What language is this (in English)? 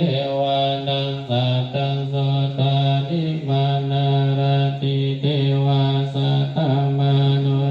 Pali